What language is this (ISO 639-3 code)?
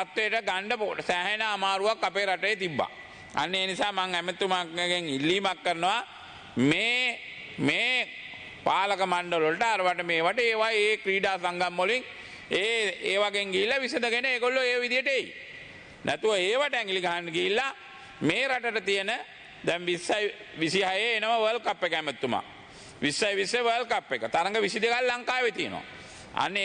sin